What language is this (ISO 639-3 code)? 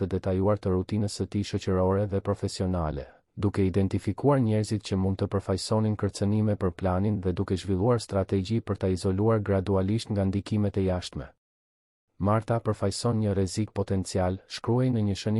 sqi